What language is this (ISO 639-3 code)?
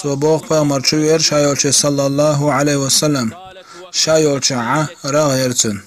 che